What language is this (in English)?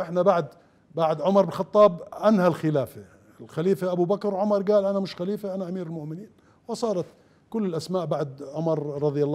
Mesopotamian Arabic